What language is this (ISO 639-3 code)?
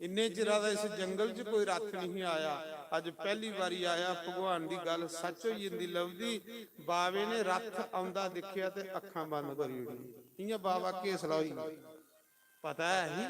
doi